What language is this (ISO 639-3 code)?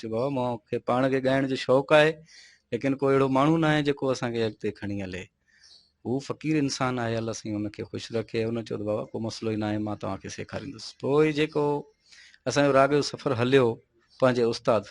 snd